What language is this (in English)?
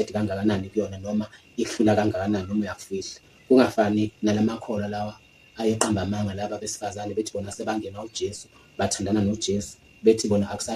Zulu